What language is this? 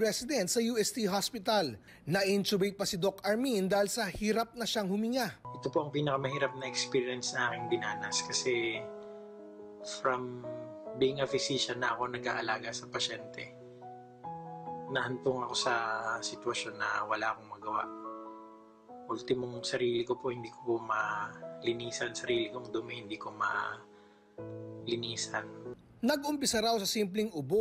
Filipino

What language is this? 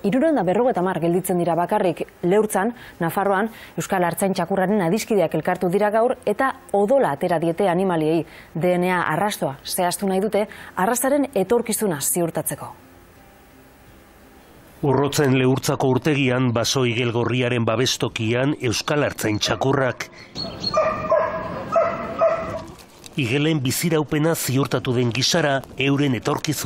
Basque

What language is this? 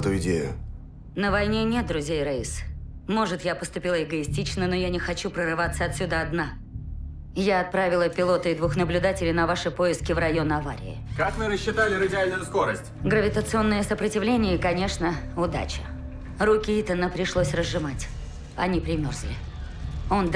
Russian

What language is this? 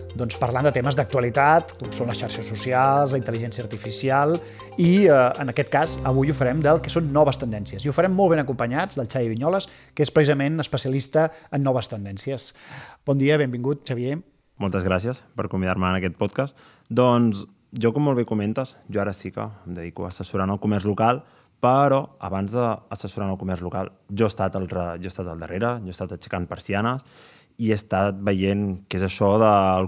Catalan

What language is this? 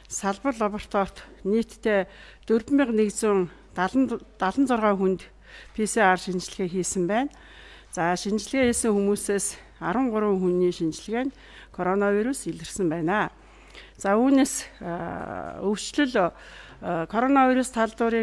Mongolian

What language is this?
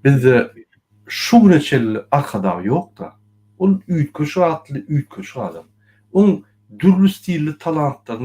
Turkmen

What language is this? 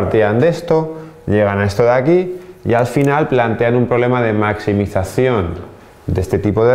Spanish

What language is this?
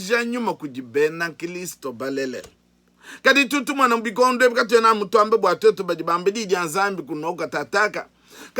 Luba-Lulua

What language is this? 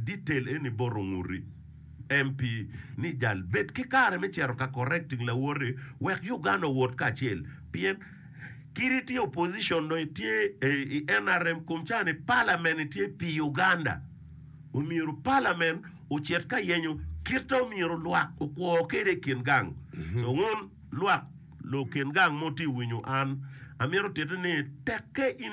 Acoli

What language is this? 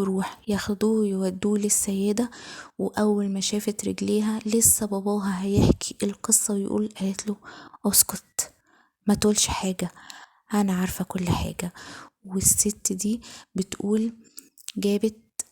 Egyptian Arabic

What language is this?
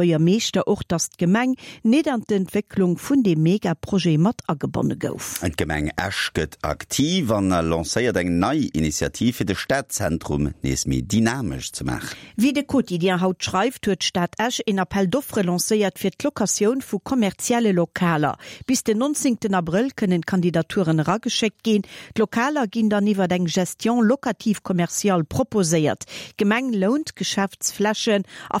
Luxembourgish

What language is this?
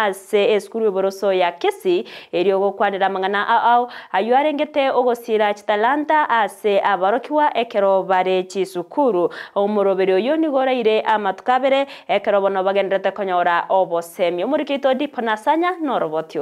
Gusii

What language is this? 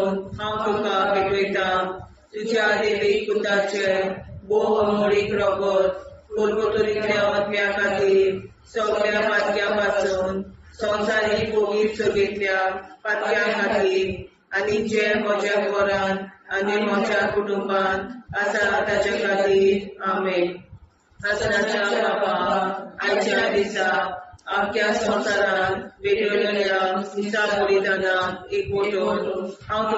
Konkani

